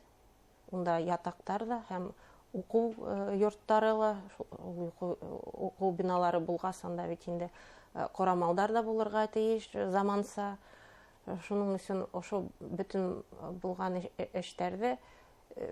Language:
Bashkir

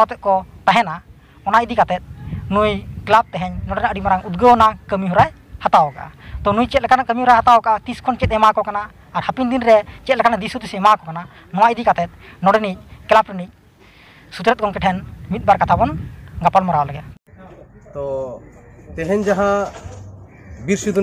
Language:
Santali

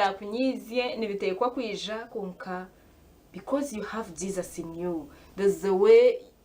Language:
Nyankole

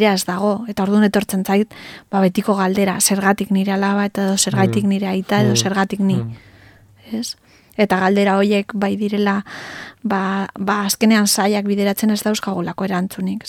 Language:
Basque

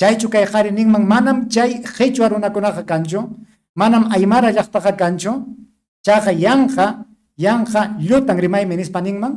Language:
Ayacucho Quechua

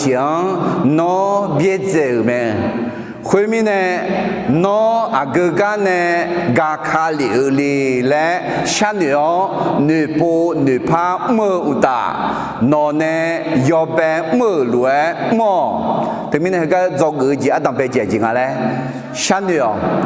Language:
Akha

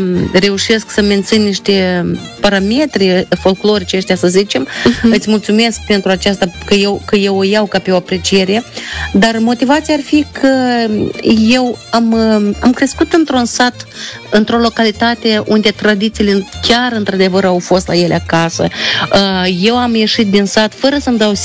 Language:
Romanian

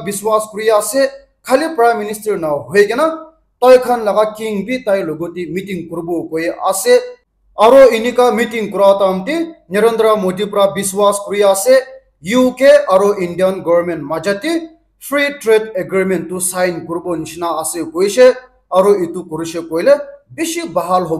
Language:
Naga Pidgin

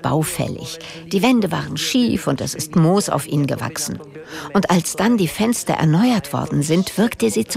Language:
German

